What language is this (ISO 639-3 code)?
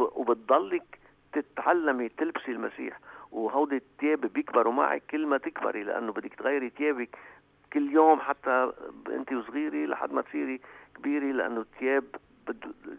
apc